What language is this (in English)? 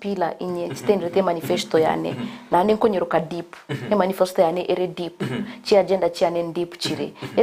Gusii